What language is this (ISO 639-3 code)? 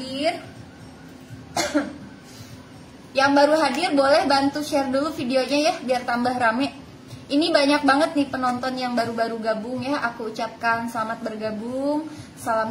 ind